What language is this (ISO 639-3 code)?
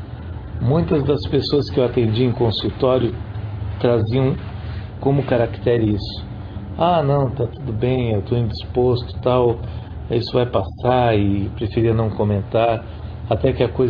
por